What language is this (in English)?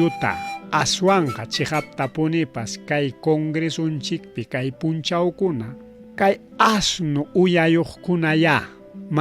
Ayacucho Quechua